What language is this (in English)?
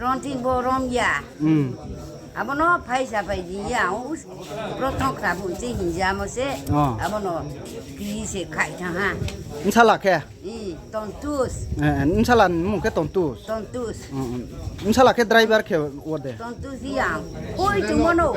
Riang (India)